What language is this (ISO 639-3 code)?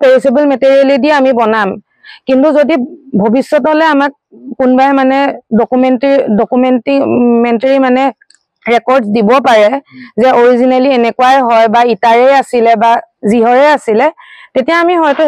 asm